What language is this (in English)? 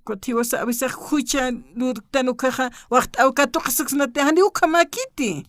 Aymara